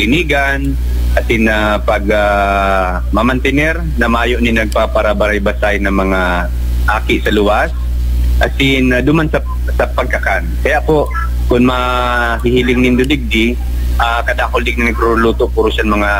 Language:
Bikol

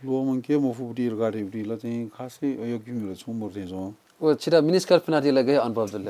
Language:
Newari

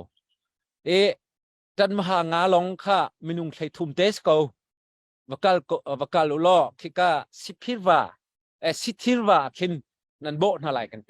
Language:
Hakha Chin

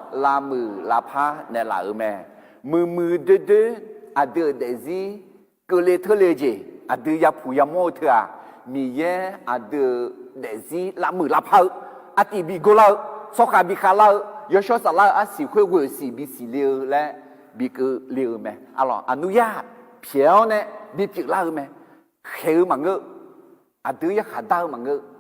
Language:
Akha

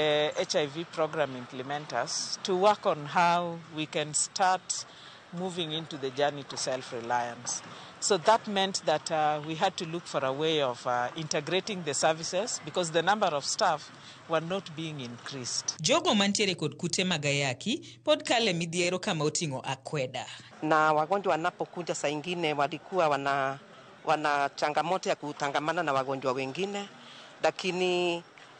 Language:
Luo (Kenya and Tanzania)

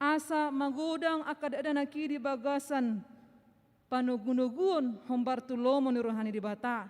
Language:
Batak Toba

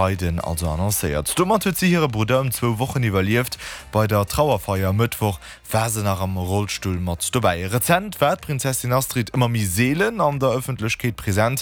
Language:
Luxembourgish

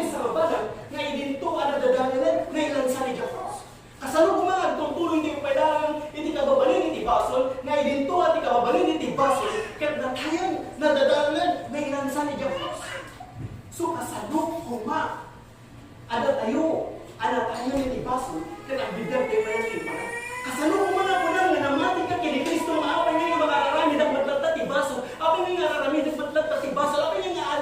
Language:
Iloko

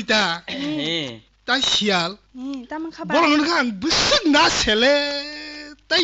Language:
Kok Borok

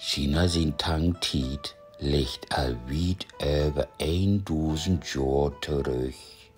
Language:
Low German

